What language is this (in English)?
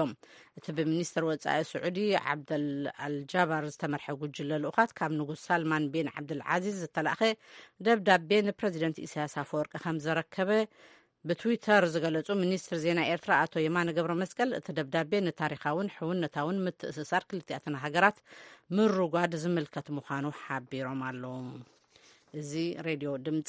Tigrinya